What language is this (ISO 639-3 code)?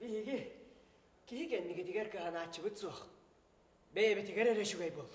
sah